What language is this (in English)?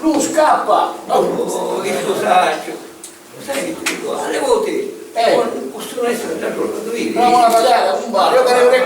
Sicilian